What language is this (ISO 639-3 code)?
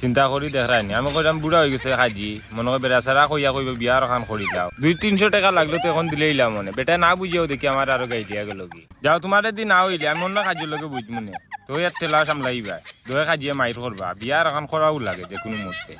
syl